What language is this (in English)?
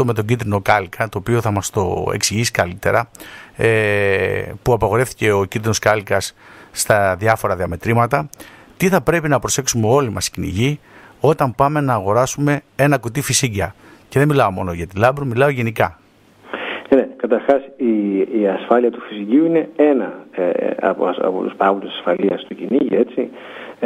Greek